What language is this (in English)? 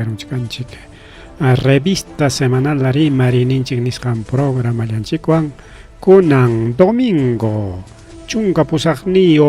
Ayacucho Quechua